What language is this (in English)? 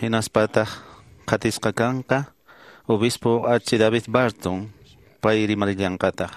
Quechua